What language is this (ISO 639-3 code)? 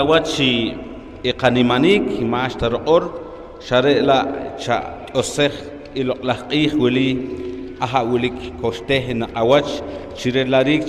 poh